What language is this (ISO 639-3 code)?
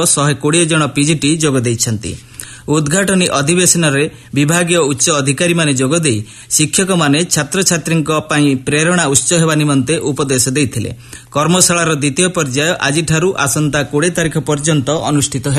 ori